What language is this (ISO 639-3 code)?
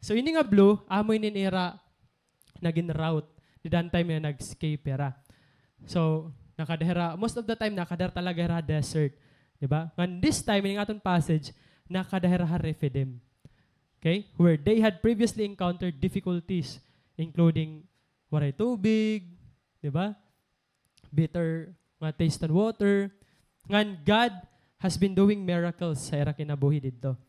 war